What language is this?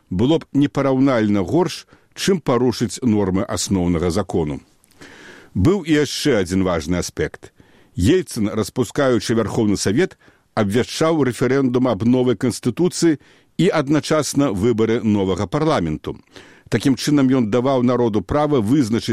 Belarusian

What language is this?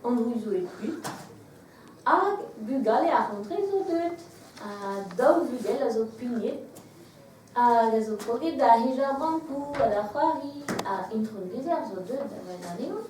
Breton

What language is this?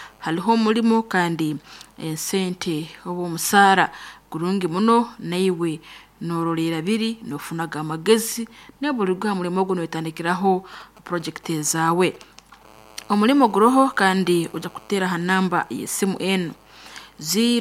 Nyankole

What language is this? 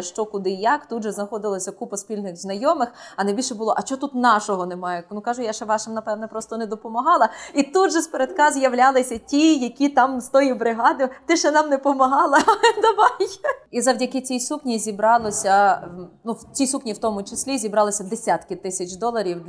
Ukrainian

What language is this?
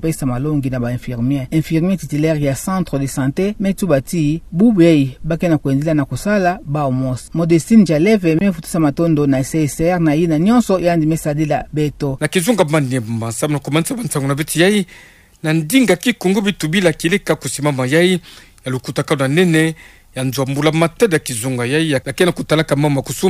Kituba (Democratic Republic of Congo)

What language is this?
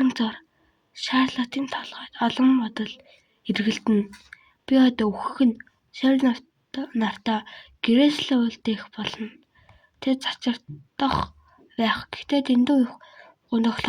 Mongolian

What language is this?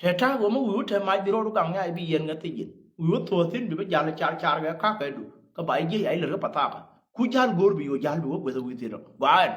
Nuer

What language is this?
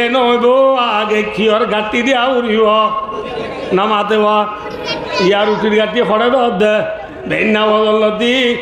Rohingya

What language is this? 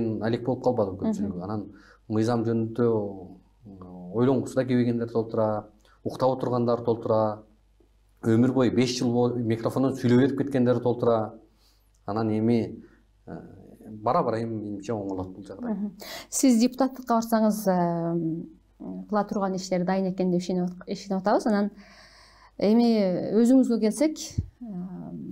Kyrgyz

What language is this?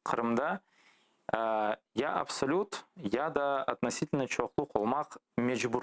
Crimean Tatar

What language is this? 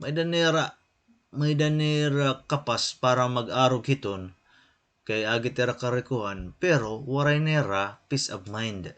Waray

